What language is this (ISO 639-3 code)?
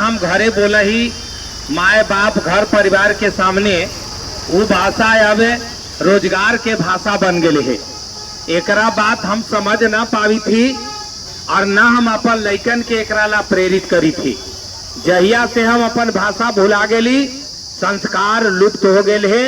mag